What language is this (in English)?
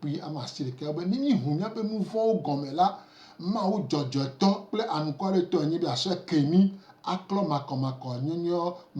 Gen